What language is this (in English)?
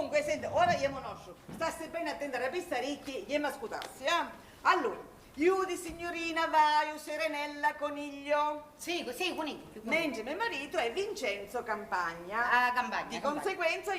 Sicilian